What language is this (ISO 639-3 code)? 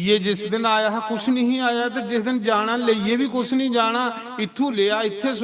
doi